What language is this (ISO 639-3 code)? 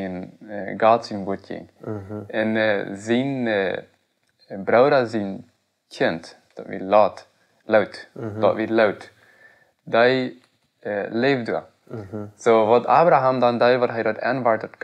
pdt